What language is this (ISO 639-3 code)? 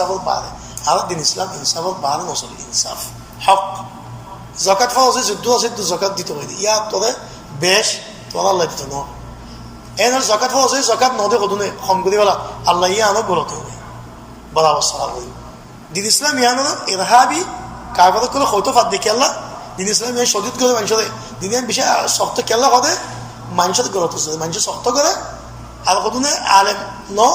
rhg